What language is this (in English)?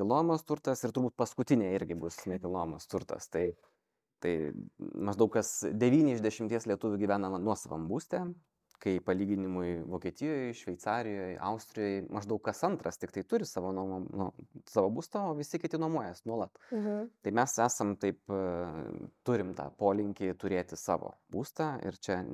Lithuanian